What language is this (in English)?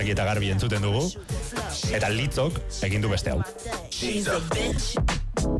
Basque